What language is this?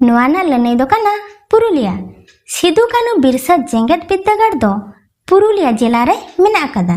Santali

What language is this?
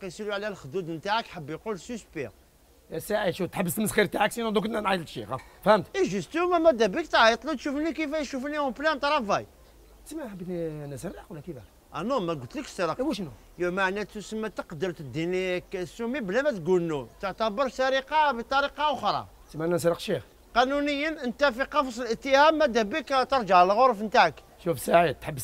Algerian Arabic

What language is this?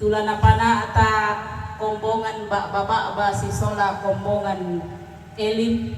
Toraja-Sa'dan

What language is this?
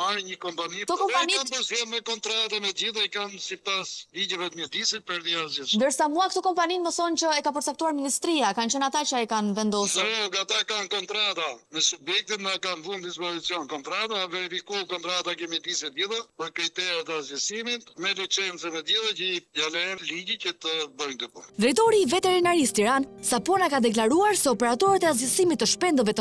Albanian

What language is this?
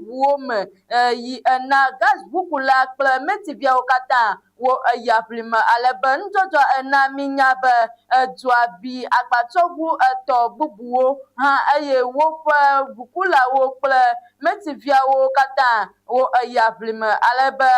Ewe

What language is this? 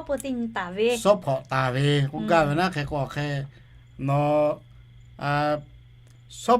Lahu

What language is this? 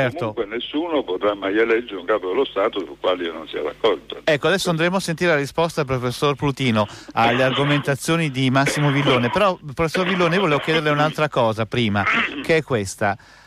Italian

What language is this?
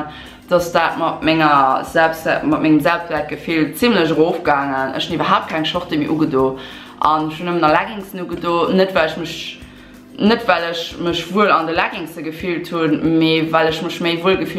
Luxembourgish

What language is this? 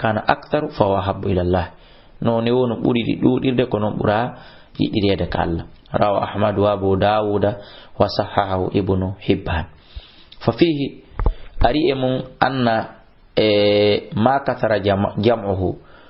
Fula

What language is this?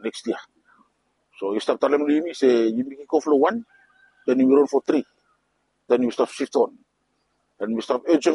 Bislama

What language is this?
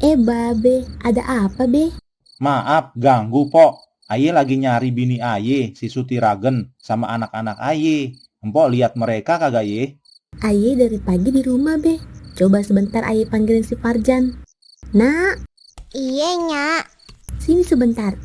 Betawi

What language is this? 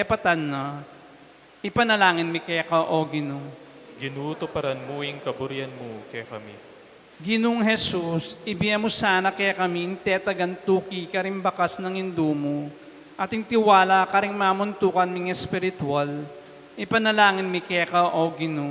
Pampanga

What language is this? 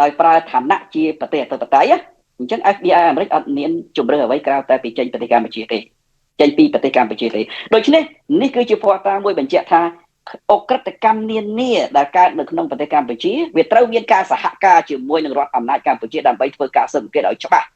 Khmer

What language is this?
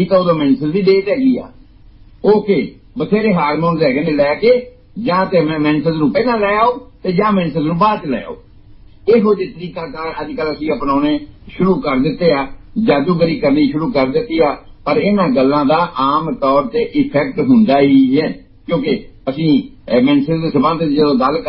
Punjabi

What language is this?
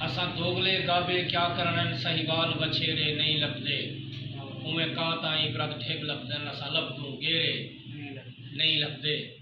Saraiki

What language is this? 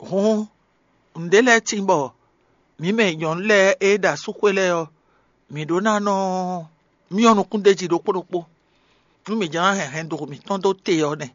Fon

